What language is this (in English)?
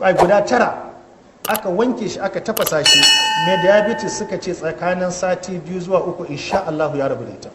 Hausa